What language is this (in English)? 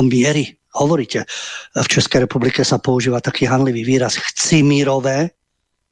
Slovak